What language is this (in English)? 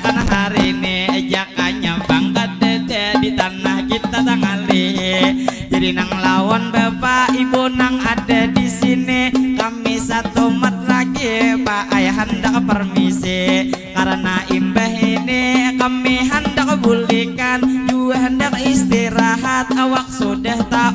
Banjar